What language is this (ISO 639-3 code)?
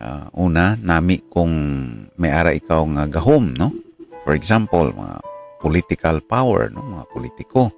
hil